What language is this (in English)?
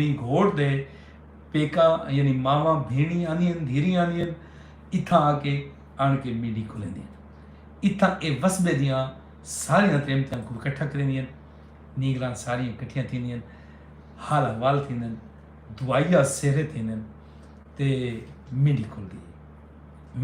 Saraiki